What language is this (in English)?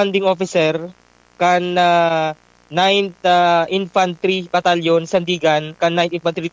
Bikol